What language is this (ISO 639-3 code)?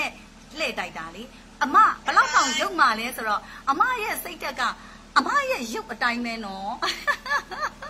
mya